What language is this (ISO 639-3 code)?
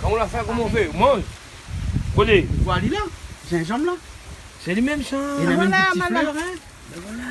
rcf